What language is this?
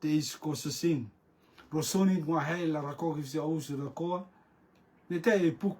Rotuman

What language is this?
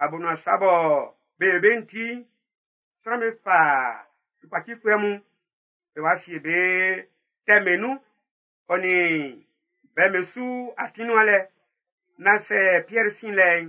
Baoulé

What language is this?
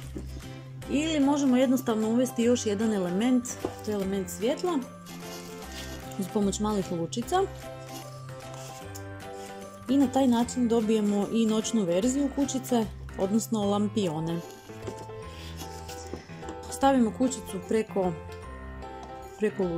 Croatian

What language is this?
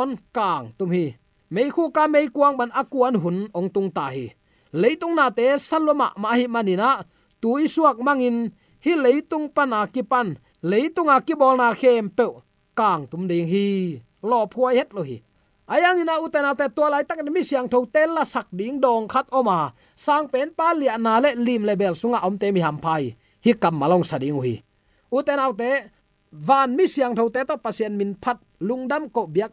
Tedim Chin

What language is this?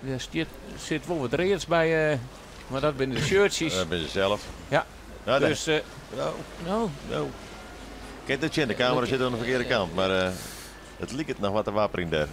Western Frisian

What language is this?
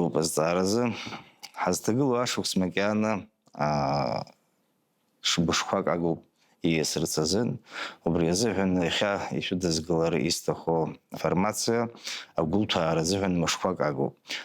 Abkhazian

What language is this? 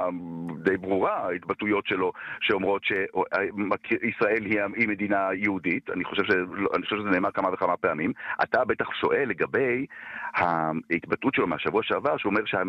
Hebrew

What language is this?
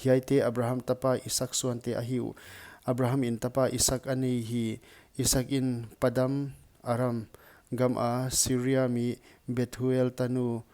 Paite Chin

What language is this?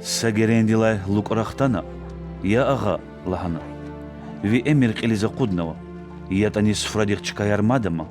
Lezghian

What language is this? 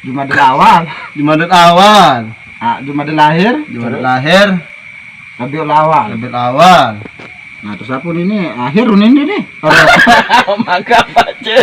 Sasak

